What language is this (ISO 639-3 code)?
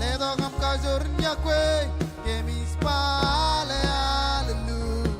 mah